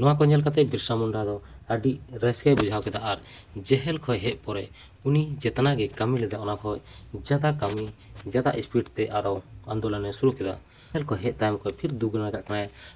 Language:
Santali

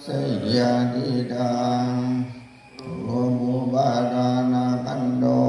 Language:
Pali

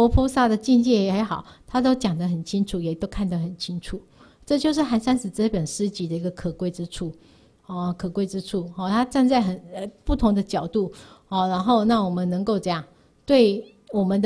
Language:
Chinese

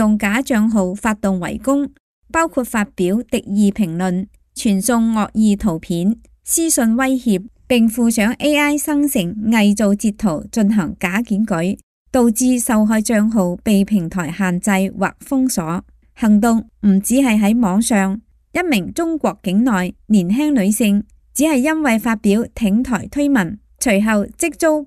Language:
Cantonese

